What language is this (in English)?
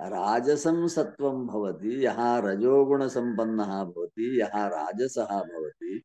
Sanskrit